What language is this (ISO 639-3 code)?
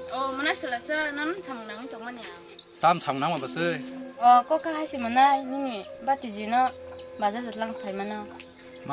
trp